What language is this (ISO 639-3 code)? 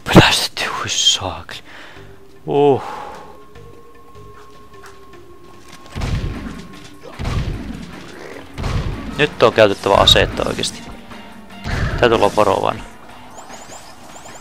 fin